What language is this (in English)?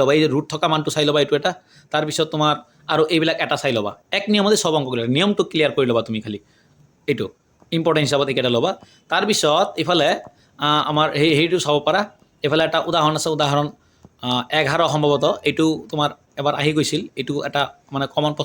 Assamese